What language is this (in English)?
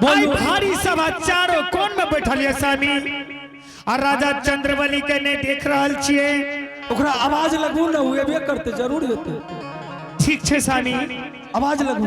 Angika